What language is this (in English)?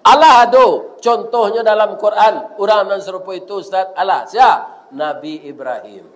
Minangkabau